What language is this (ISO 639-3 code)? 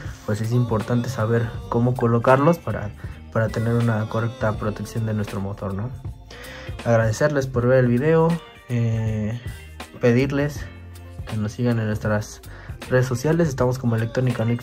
spa